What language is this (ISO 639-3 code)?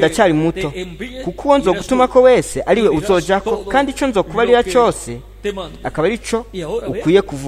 run